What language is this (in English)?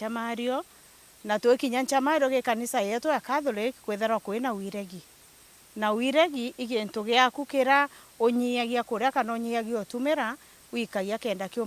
Meru